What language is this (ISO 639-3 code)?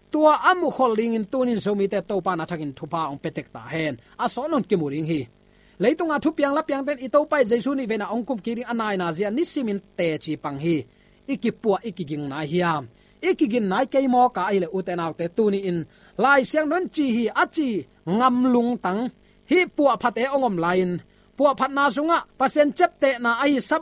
ctd